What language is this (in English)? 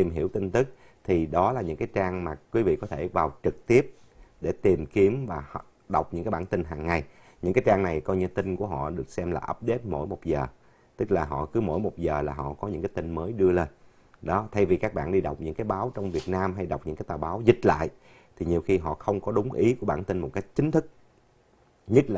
Vietnamese